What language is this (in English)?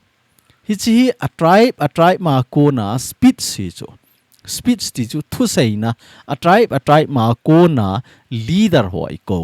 Thado Chin